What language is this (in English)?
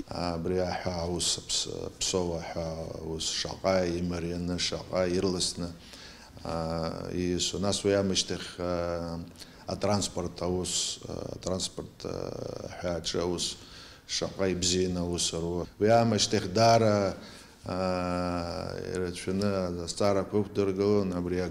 Abkhazian